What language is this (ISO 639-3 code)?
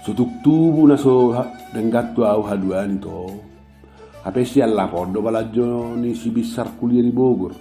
bbc